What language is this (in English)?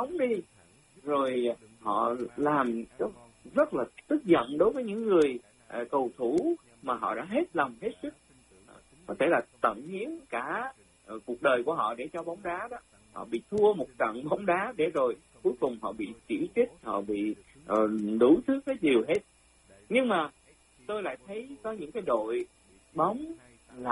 Vietnamese